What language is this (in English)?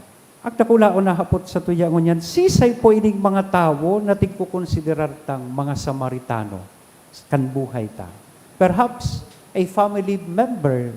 Bikol